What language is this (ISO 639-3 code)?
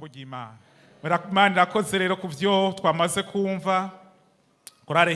run